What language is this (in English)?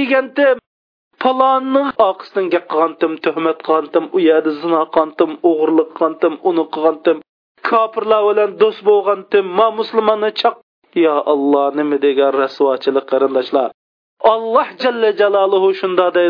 Uyghur